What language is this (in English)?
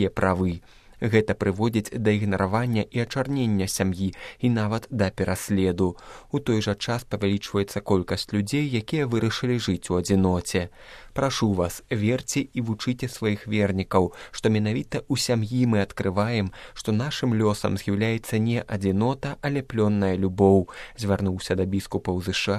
Belarusian